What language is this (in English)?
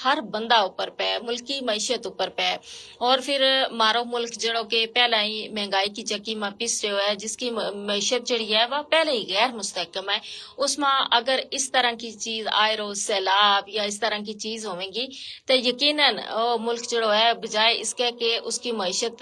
Gujari